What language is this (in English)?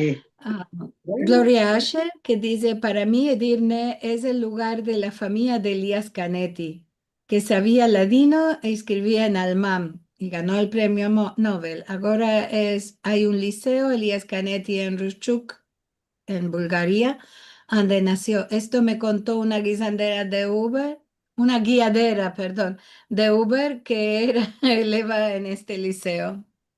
Ladino